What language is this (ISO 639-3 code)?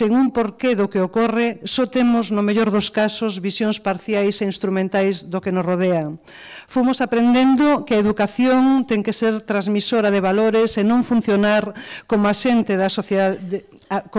glg